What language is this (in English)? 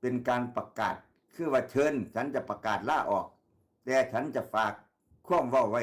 Northeastern Thai